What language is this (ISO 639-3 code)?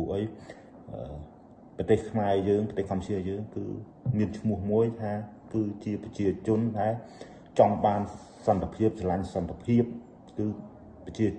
khm